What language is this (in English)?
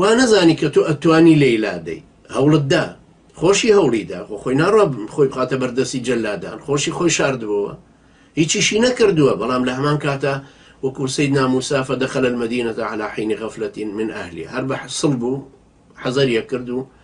Central Kurdish